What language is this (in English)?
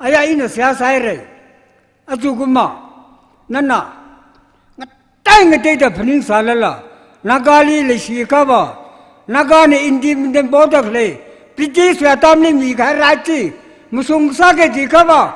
Tangkhul Naga (India)